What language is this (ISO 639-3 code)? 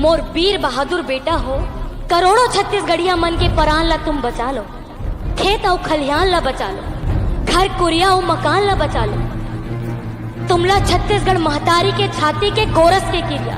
hne